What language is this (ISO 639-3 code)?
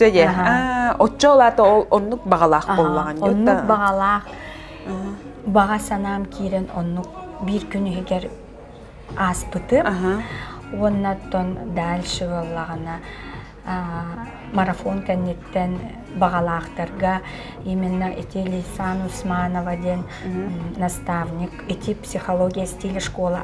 sah